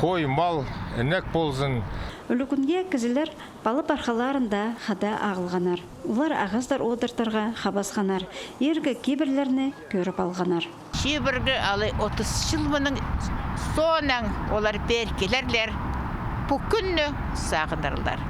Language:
Khakas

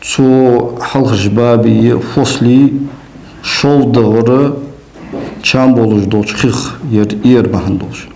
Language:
Ingush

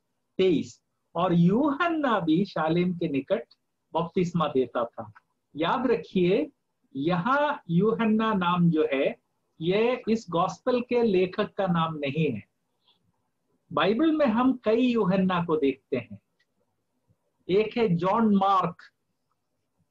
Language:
Hindi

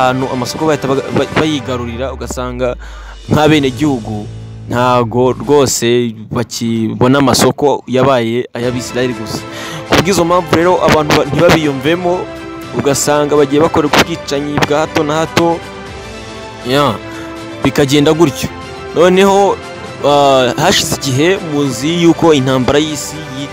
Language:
Kinyarwanda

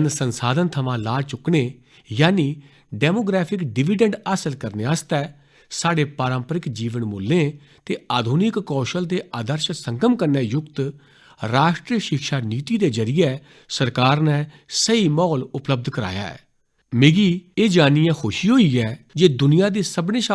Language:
Dogri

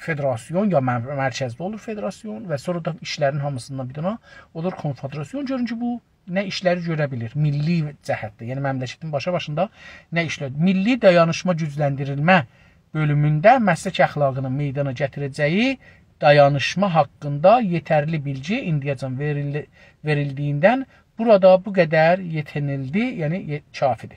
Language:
South Azerbaijani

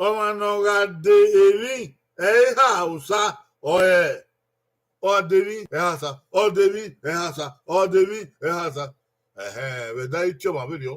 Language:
Bini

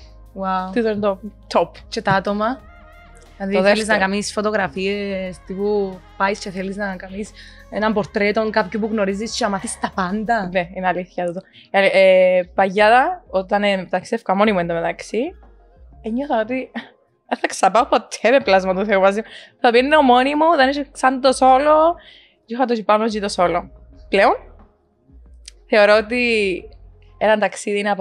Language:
Greek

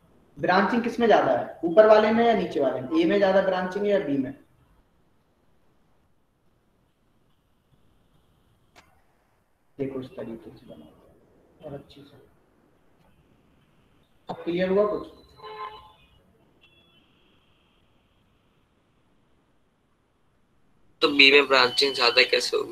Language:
Hindi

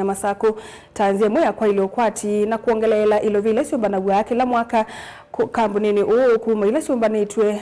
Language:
Kamba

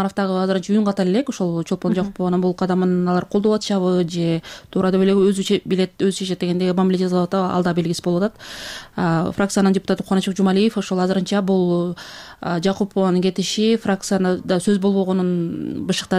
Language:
Kyrgyz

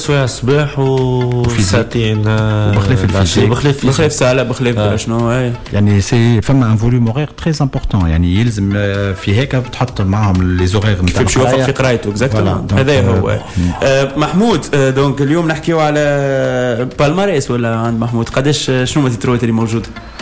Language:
Tunisian Arabic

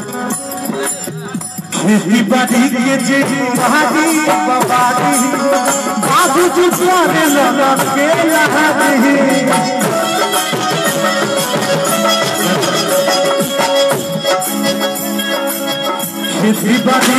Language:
Bhojpuri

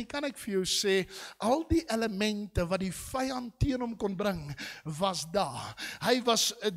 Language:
Afrikaans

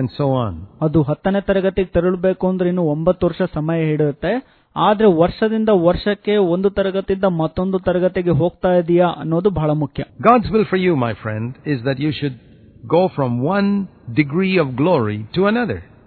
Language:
Kannada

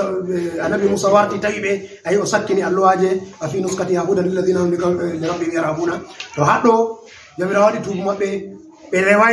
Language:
Fula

